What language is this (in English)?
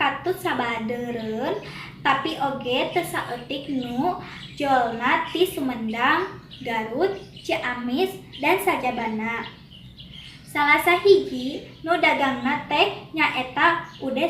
Sundanese